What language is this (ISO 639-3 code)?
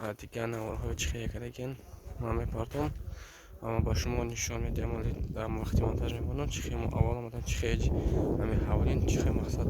tgk